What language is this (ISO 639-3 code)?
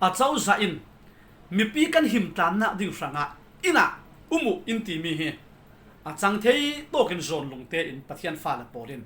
cfm